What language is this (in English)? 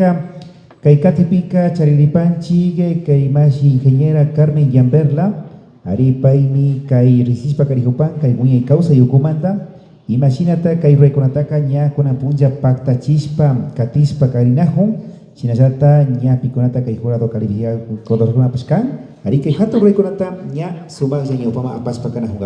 Imbabura Highland Quichua